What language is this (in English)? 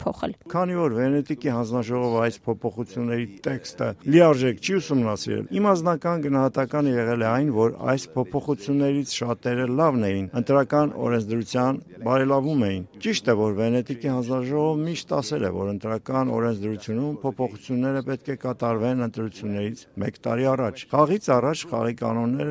Armenian